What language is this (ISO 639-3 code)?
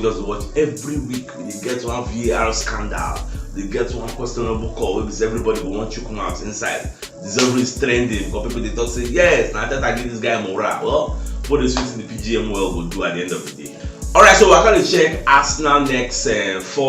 pcm